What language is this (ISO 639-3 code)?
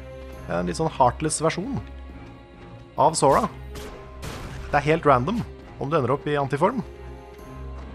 nor